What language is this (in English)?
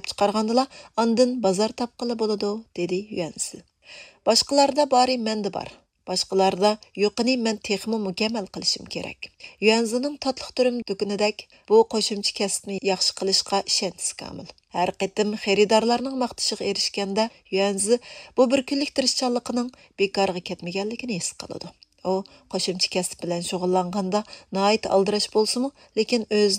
Uyghur